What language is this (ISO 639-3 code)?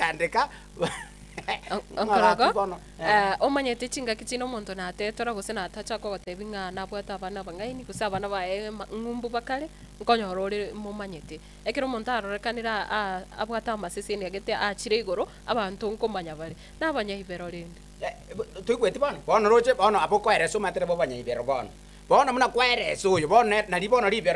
guz